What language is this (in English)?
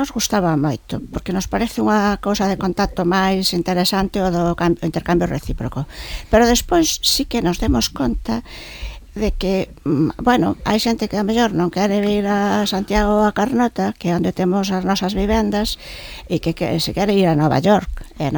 Galician